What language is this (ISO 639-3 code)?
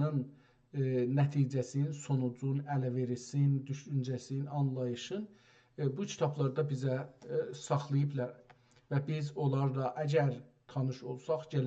azb